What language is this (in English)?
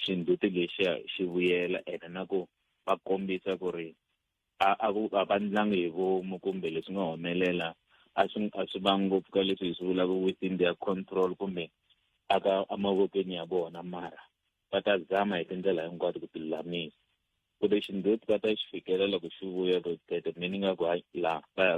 Tsonga